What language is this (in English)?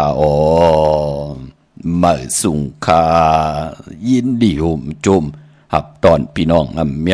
Shan